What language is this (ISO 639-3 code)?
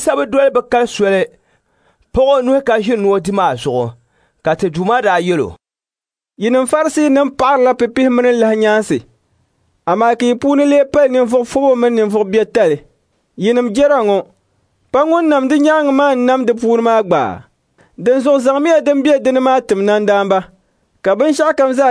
dag